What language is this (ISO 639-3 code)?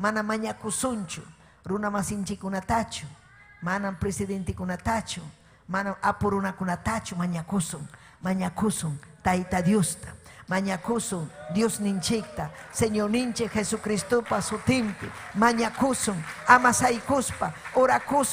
quy